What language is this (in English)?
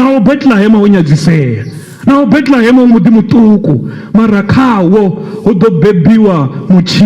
Venda